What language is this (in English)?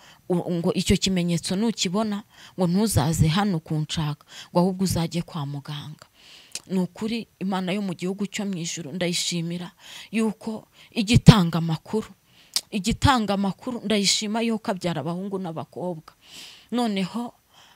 Kinyarwanda